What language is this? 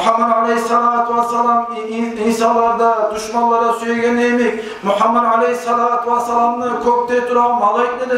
Kumyk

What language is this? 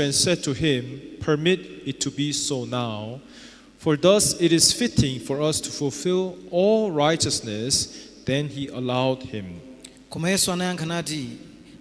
Nyanja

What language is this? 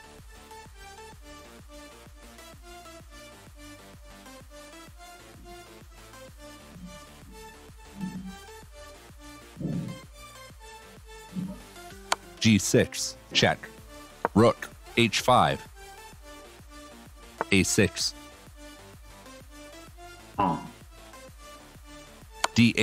Italian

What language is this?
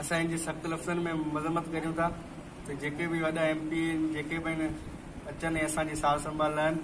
Sindhi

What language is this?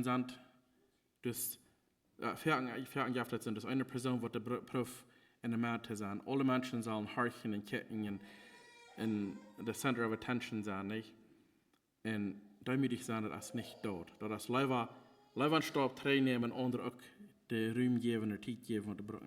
Plautdietsch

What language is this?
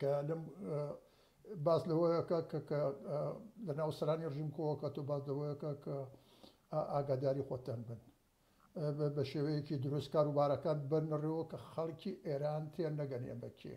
Central Kurdish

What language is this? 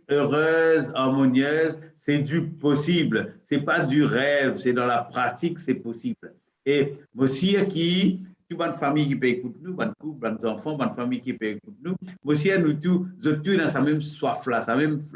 Morisyen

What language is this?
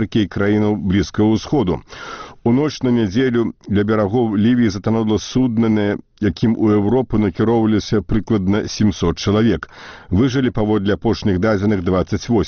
Belarusian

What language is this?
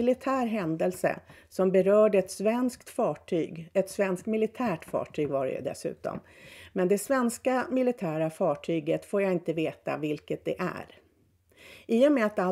Swedish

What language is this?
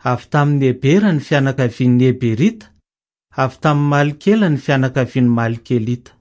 Malagasy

